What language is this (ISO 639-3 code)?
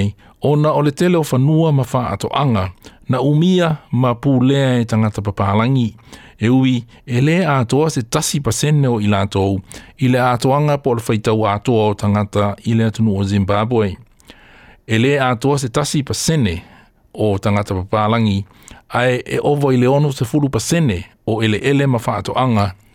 smo